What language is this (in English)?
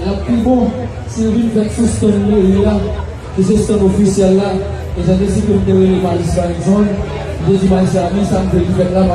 Haitian Creole